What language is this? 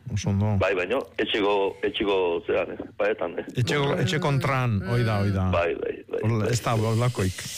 Basque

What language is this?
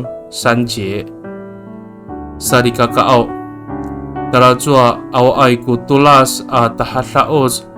Amis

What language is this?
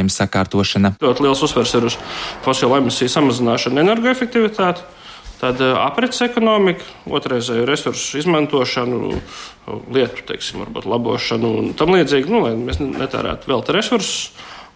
Latvian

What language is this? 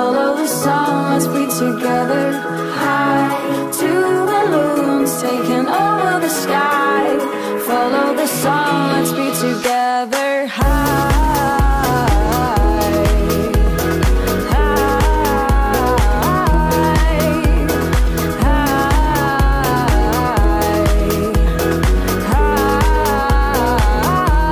English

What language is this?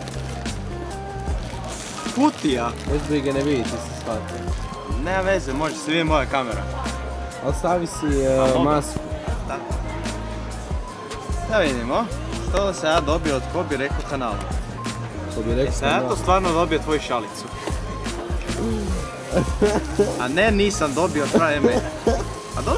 Croatian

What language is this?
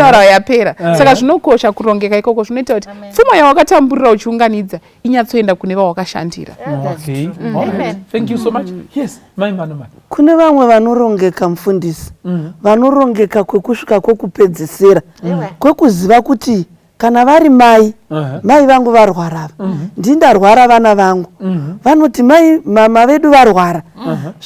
Shona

